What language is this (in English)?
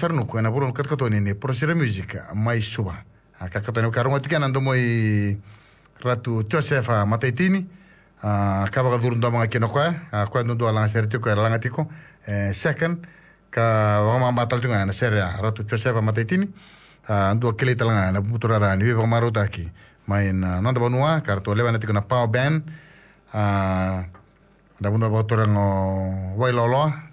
Fijian